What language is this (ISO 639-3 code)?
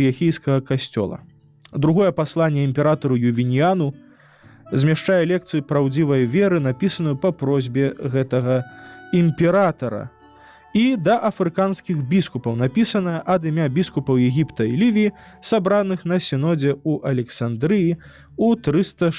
bel